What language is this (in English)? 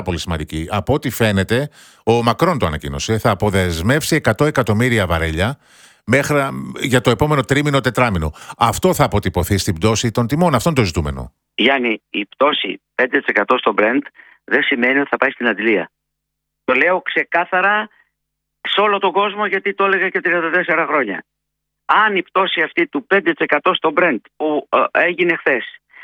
Greek